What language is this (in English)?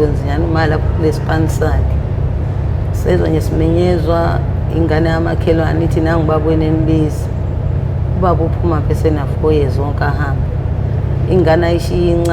Zulu